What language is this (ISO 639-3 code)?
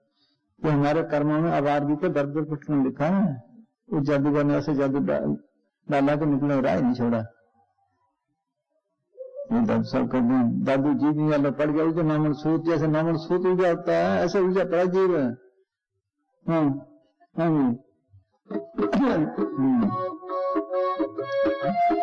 hin